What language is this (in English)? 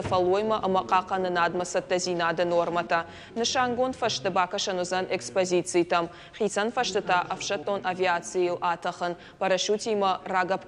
Ossetic